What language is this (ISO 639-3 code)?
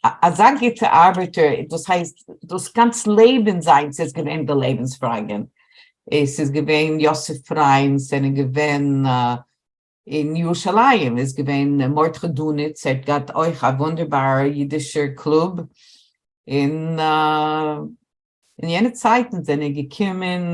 yid